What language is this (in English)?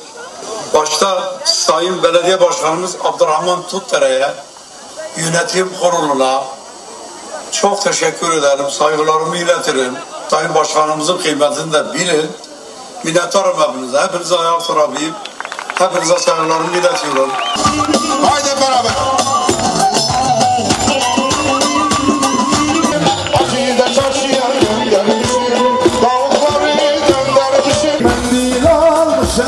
Turkish